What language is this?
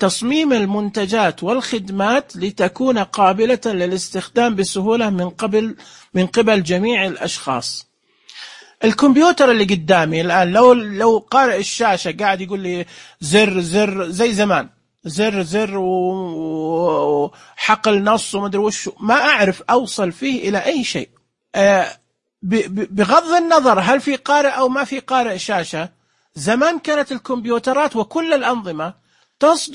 Najdi Arabic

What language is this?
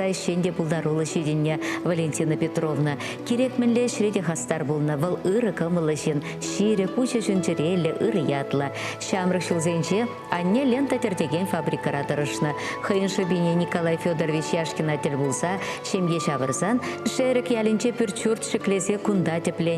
Chuvash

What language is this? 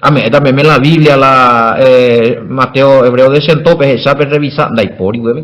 Guarani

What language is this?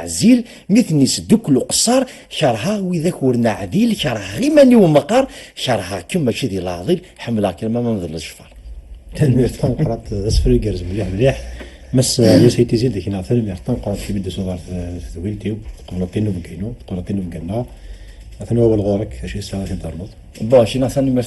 Kabyle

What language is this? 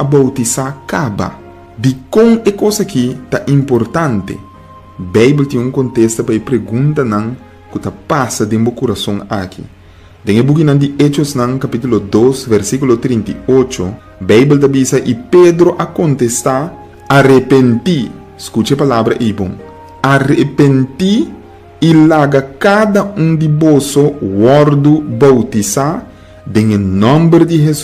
Papiamento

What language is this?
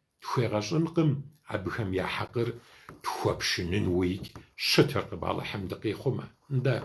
Kabardian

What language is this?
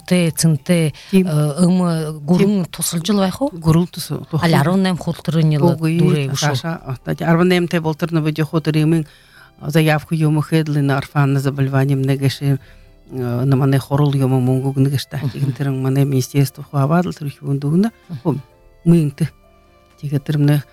Buriat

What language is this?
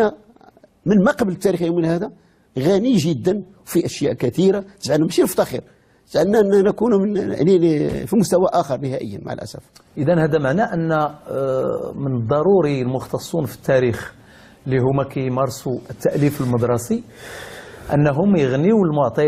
Moroccan Arabic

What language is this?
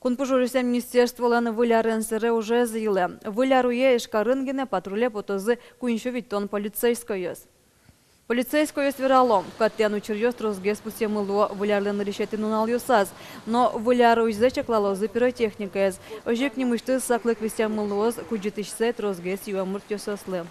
Udmurt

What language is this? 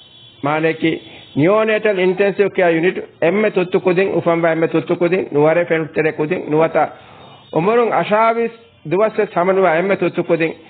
Divehi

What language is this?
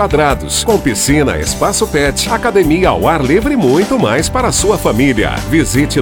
Portuguese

